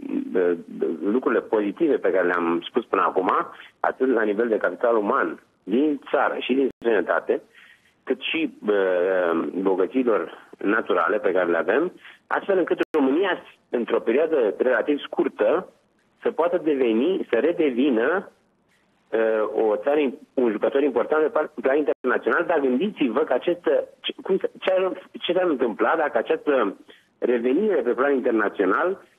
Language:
Romanian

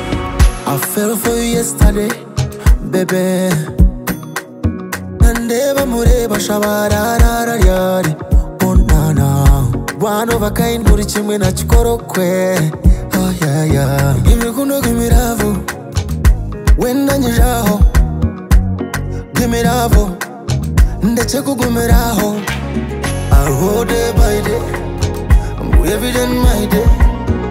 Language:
Kinyarwanda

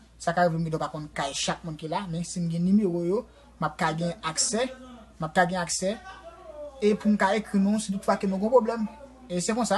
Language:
Haitian Creole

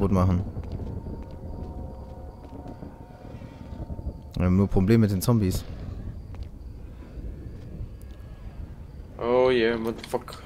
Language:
German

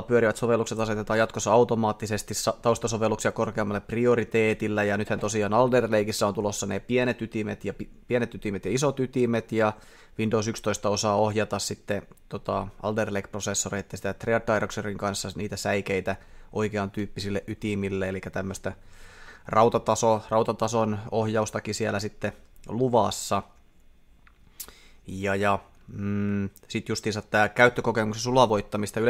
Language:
Finnish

